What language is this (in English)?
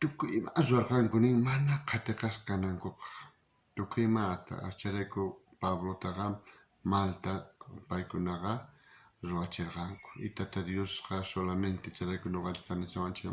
South Bolivian Quechua